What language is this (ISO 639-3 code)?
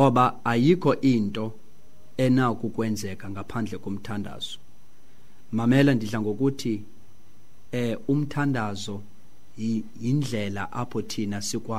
xho